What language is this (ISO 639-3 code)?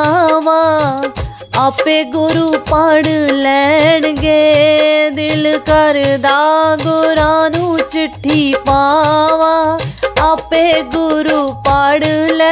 pan